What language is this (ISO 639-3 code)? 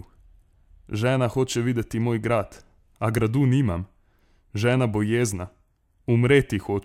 slv